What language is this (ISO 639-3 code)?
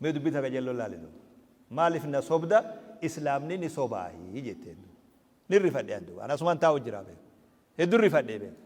orm